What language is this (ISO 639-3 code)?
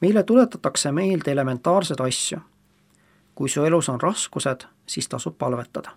est